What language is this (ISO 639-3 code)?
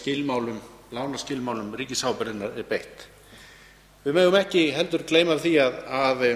isl